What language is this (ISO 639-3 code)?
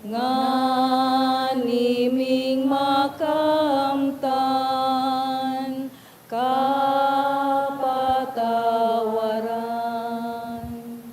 bik